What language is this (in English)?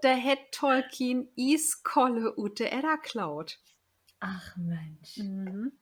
Low German